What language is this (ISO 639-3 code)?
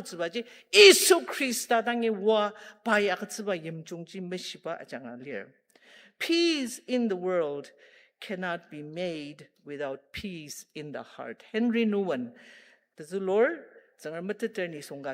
njo